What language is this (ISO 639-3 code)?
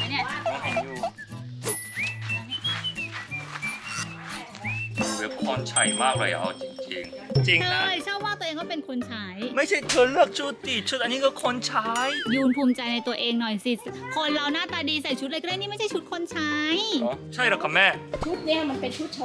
tha